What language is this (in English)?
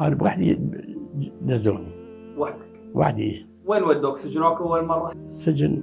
Mesopotamian Arabic